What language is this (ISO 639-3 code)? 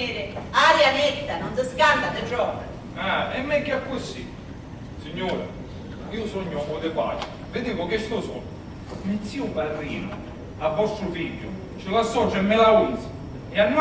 scn